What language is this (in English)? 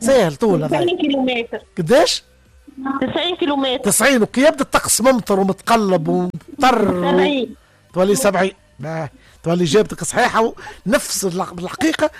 Tunisian Arabic